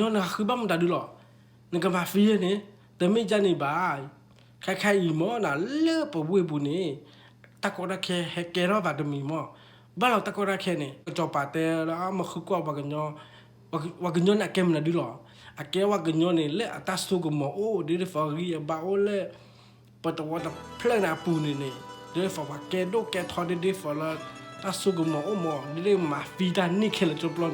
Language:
S'gaw Karen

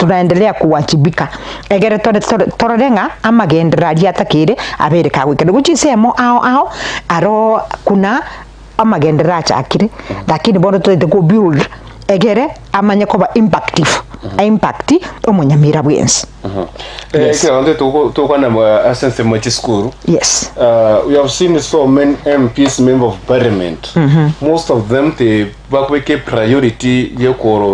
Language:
Gusii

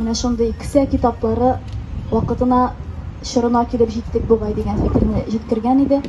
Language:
Tatar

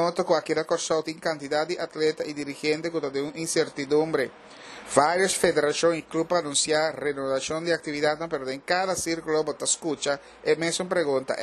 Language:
Papiamento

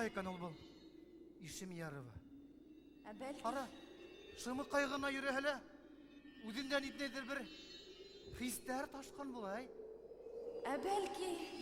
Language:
Bashkir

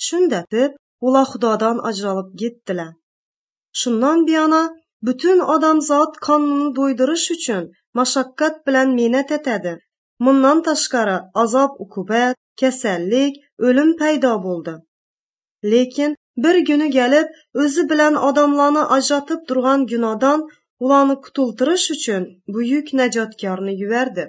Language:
Tatar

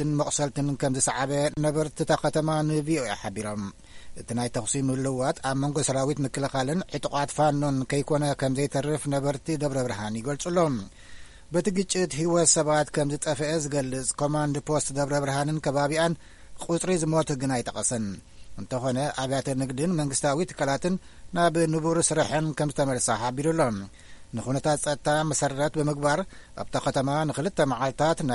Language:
Tigrinya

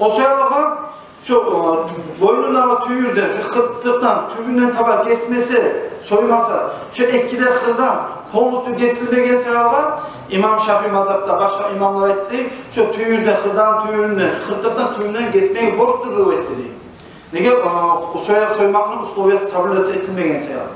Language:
Kumyk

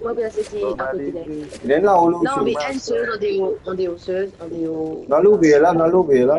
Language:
Morisyen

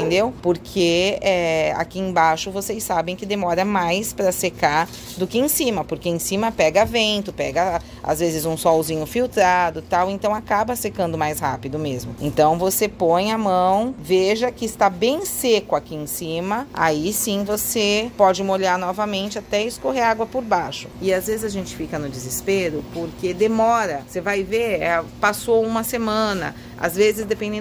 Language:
Portuguese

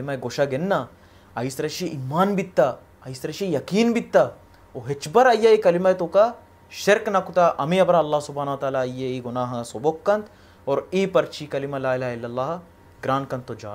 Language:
Baluchi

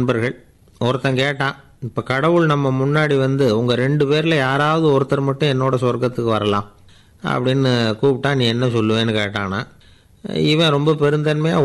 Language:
Tamil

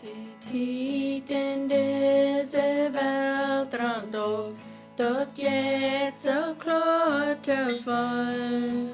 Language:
Plautdietsch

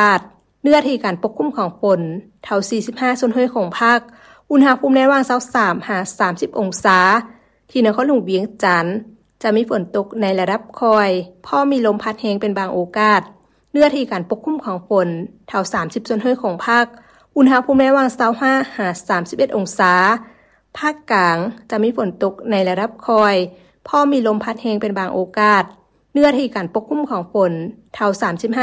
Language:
Lao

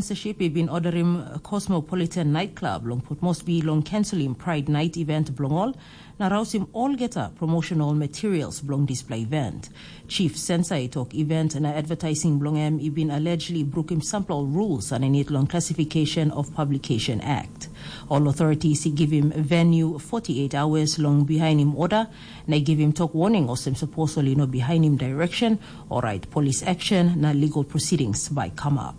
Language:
Tok Pisin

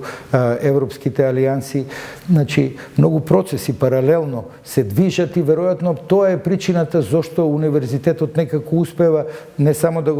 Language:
Macedonian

